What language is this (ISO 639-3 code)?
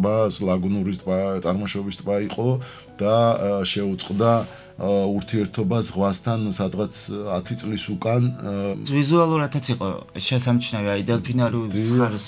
kat